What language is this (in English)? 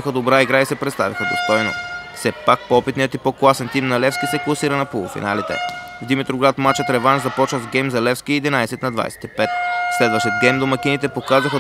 Bulgarian